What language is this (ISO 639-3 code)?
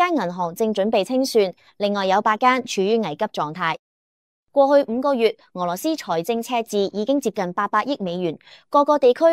yue